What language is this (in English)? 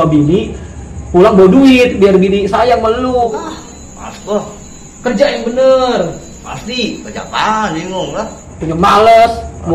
Betawi